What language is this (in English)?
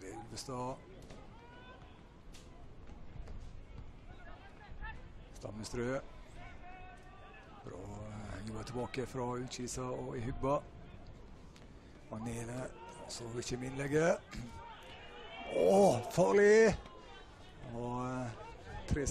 Norwegian